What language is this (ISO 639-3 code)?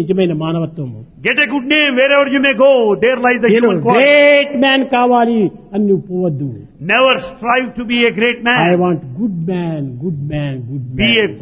tel